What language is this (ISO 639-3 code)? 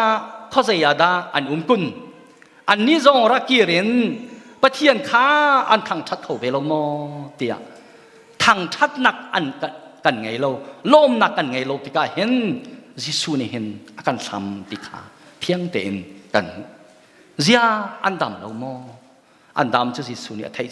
cnh